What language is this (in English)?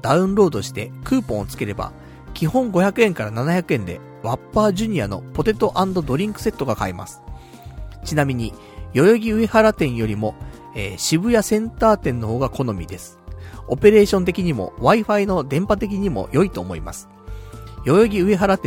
Japanese